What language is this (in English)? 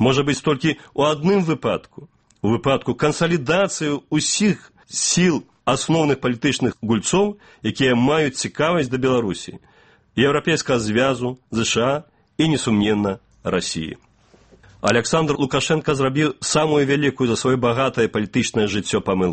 Belarusian